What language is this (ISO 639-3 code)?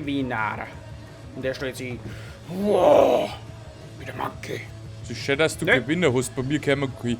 bar